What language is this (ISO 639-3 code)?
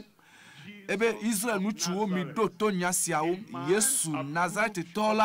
ewe